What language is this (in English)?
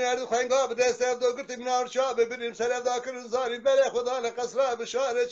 Kurdish